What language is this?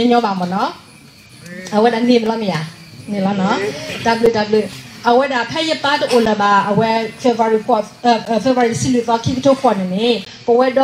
S'gaw Karen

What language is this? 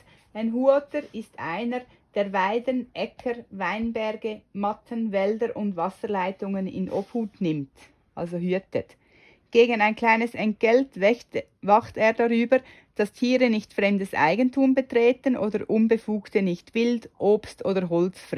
Swiss German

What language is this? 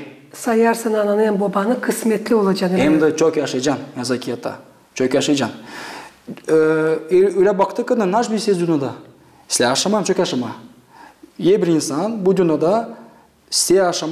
Gagauz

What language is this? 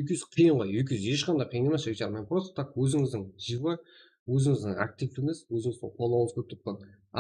Kara-Kalpak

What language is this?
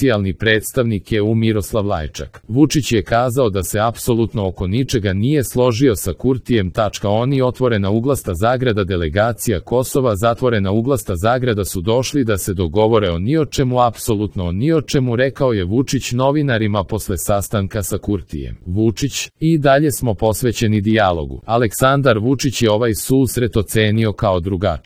Serbian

